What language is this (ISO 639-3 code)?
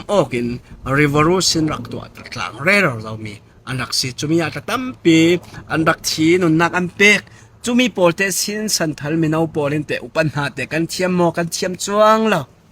cfm